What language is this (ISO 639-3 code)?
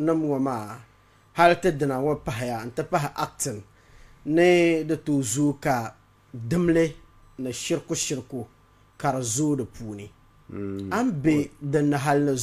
dag